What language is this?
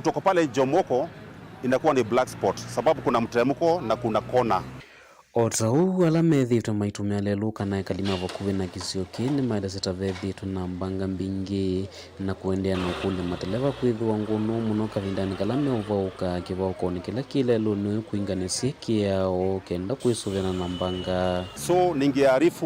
Kamba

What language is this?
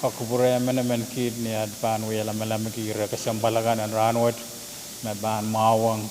Pohnpeian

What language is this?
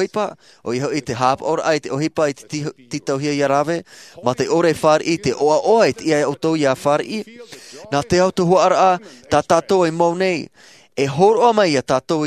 Tahitian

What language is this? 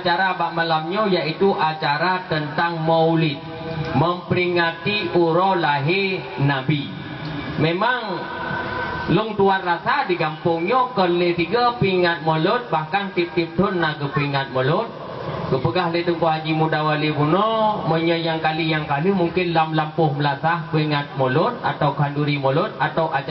Achinese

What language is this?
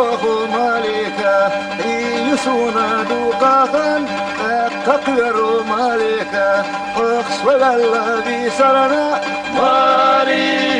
Chechen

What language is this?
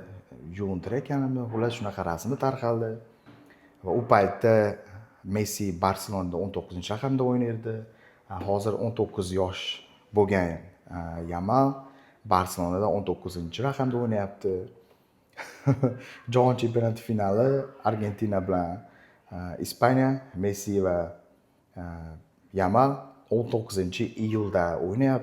Uzbek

